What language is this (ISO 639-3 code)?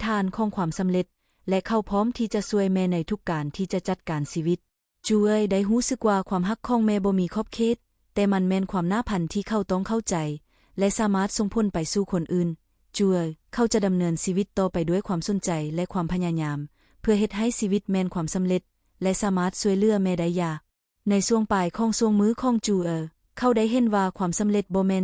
lao